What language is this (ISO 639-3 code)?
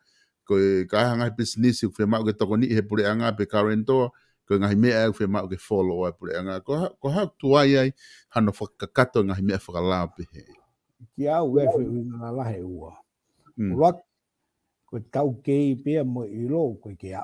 ton